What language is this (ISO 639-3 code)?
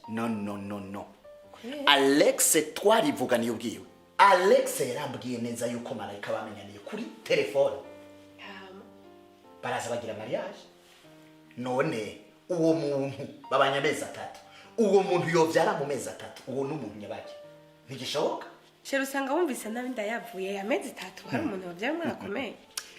run